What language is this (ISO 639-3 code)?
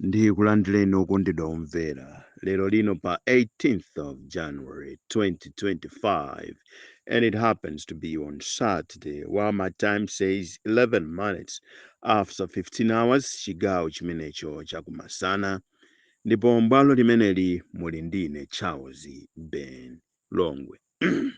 nya